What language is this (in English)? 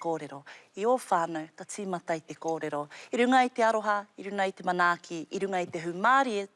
Māori